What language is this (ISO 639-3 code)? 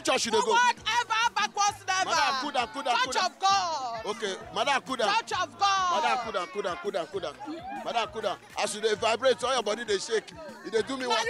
pcm